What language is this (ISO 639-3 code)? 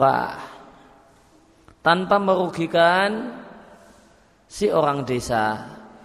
ind